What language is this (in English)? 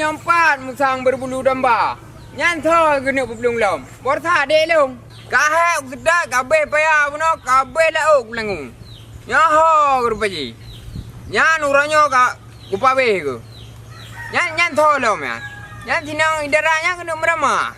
Achinese